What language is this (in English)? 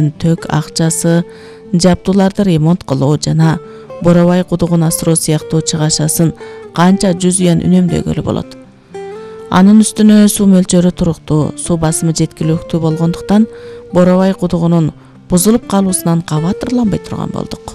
Kyrgyz